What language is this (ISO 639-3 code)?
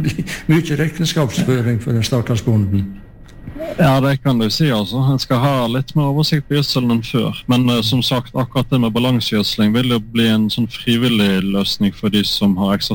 nor